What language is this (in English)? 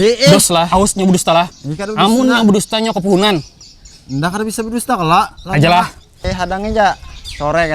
Banjar